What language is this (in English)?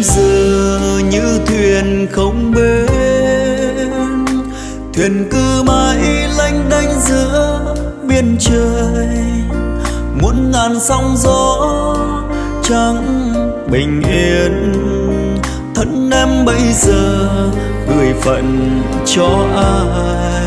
Vietnamese